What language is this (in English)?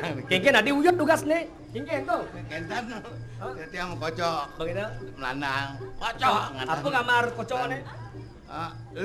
Balinese